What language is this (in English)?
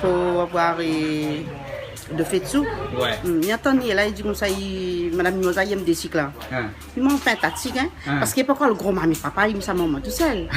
Réunion Creole French